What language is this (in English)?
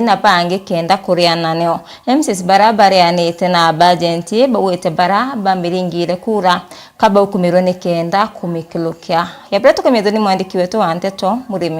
Meru